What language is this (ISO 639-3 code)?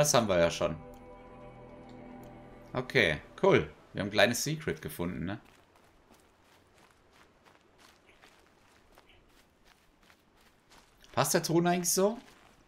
deu